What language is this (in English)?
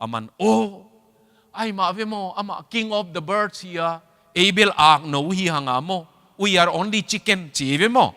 Tedim Chin